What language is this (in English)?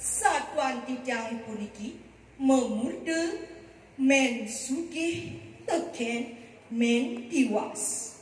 Balinese